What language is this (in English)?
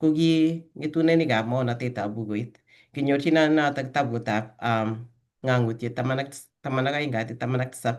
Kalenjin